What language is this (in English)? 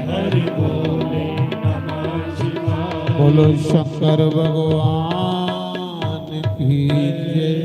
Dogri